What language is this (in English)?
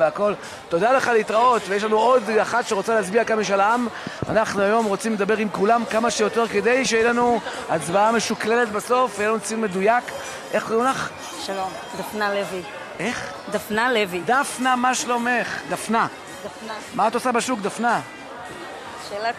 Hebrew